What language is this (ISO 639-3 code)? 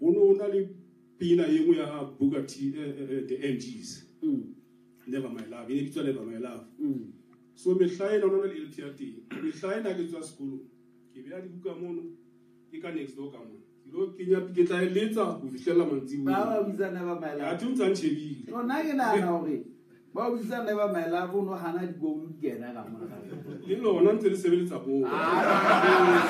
sot